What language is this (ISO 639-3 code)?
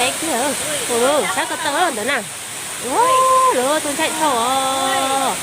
hmn